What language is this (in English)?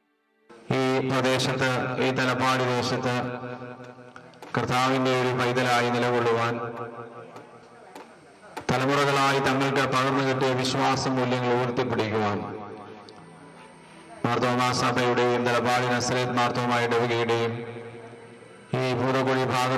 Malayalam